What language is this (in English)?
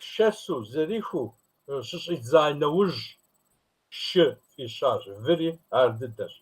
Kabardian